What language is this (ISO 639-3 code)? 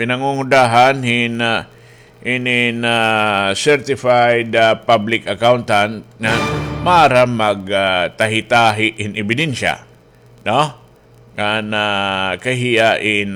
war